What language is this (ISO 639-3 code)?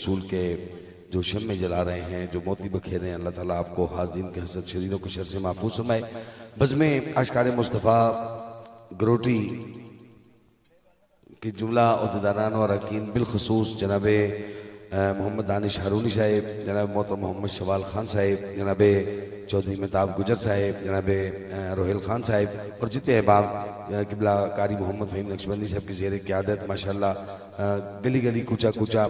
urd